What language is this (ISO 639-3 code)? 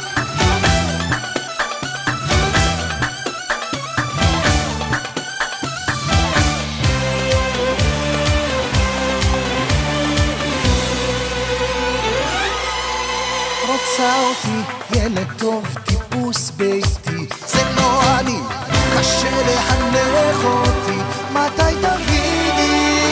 heb